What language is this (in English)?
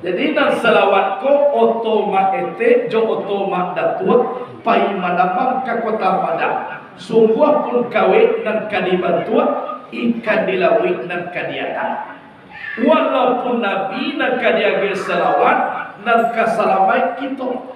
Minangkabau